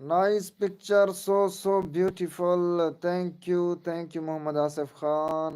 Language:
Saraiki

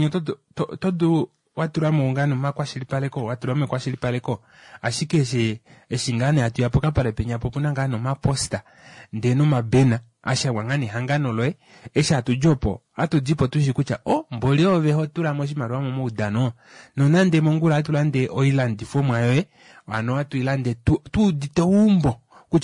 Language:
Kuanyama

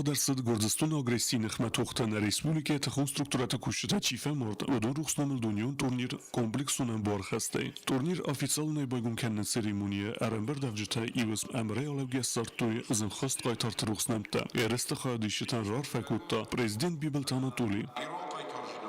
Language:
Ossetic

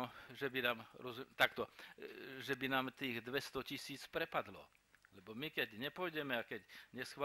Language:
Slovak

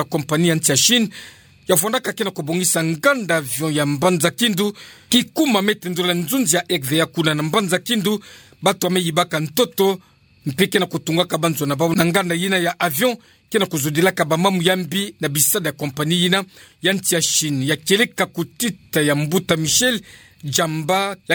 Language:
Kituba (Democratic Republic of Congo)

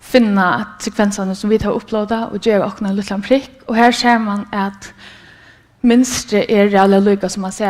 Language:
Faroese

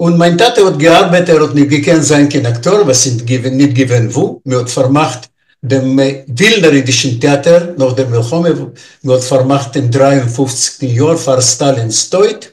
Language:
Yiddish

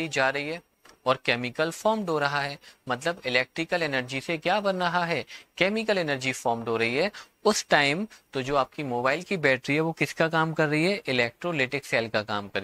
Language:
Hindi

